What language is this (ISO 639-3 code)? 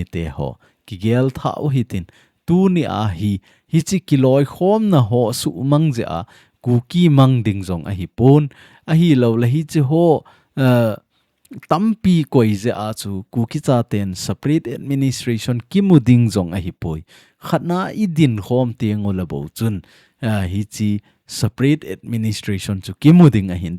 tcz